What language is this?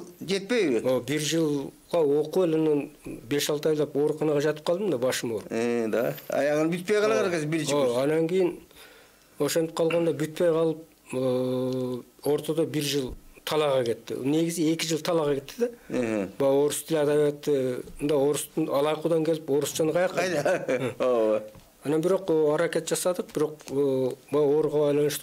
Kyrgyz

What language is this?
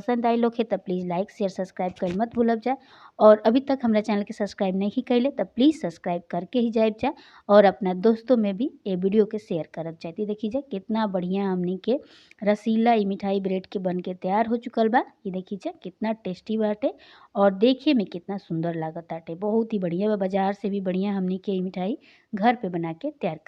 Bhojpuri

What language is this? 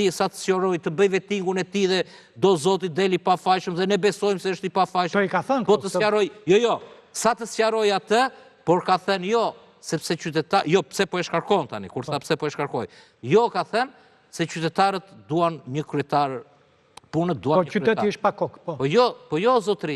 Albanian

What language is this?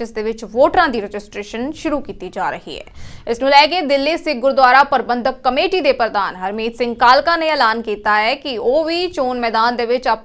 Punjabi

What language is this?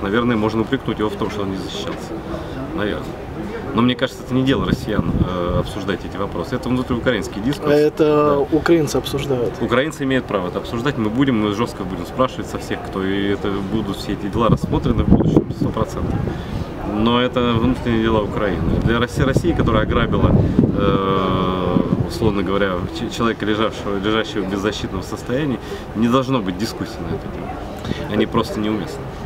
Russian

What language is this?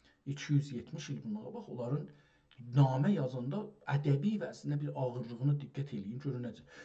South Azerbaijani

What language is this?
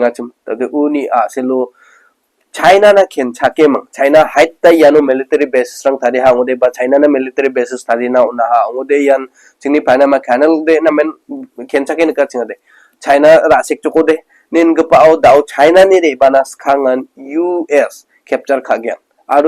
Garo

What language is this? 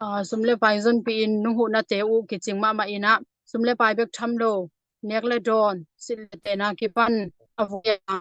Tedim Chin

